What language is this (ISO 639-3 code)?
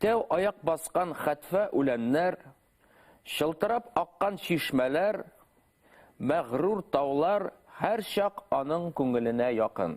bak